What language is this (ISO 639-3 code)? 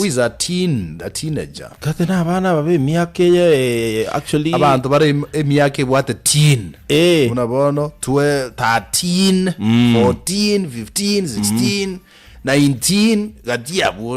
guz